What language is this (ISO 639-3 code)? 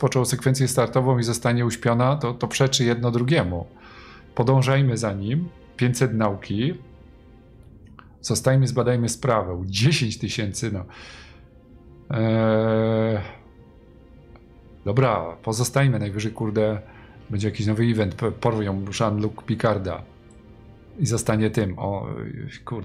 pol